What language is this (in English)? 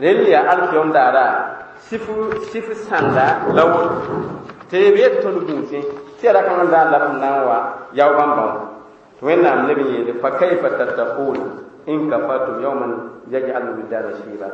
Mossi